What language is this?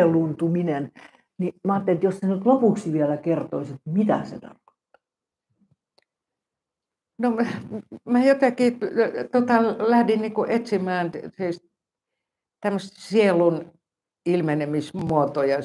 Finnish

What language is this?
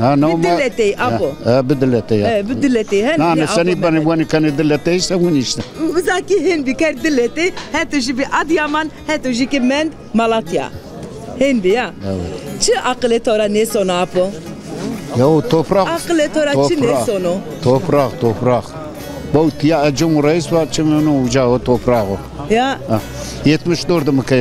Zaza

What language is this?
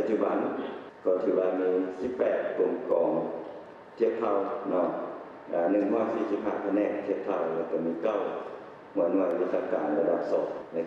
Lao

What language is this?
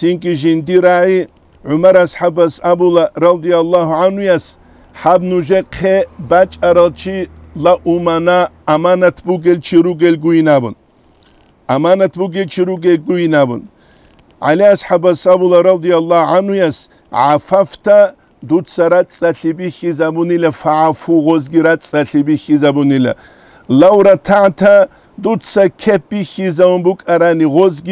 Avaric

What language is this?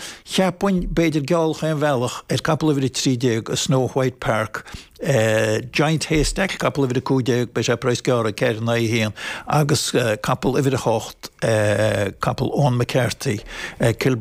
Irish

